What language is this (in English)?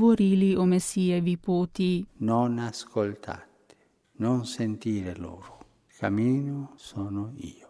Slovenian